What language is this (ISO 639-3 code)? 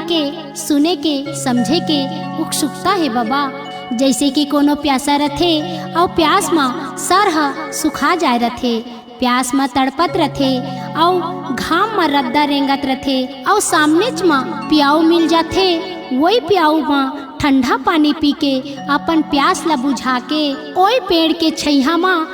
hne